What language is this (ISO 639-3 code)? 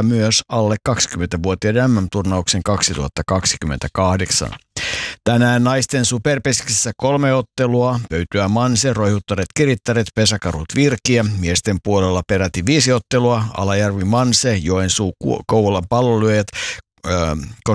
fin